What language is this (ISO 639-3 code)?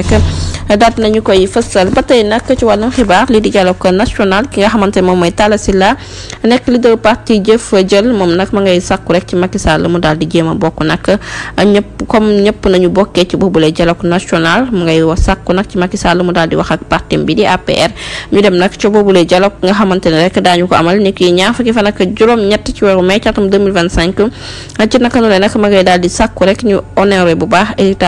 wol